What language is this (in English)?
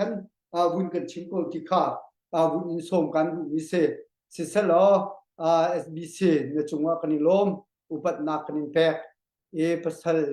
Hakha Chin